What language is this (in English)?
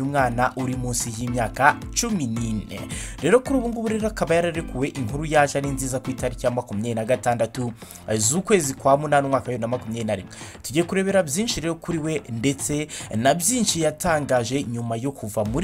Kinyarwanda